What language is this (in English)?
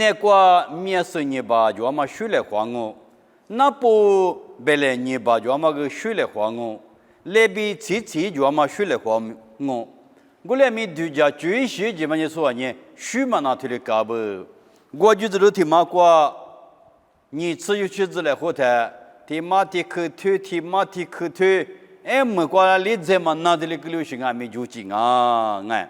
Lisu